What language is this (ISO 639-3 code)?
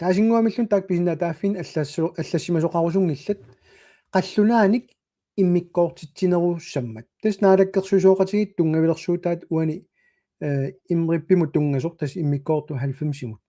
kal